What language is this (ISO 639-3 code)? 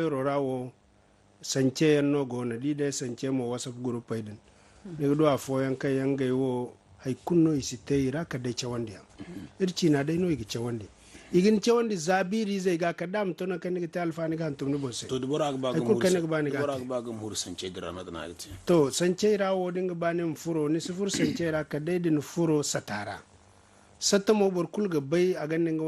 dje